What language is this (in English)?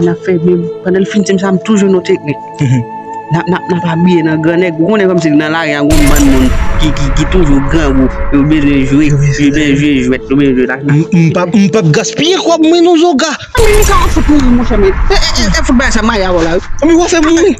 Haitian Creole